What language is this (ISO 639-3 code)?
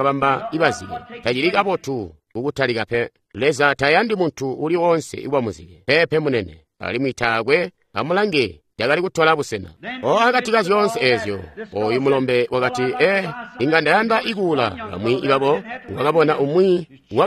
toi